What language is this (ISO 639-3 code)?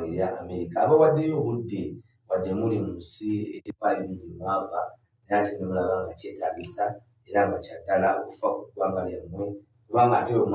lug